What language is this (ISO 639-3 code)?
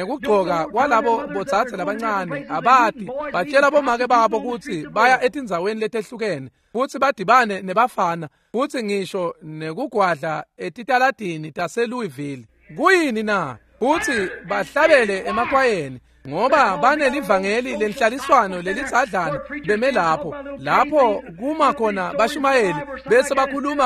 ssw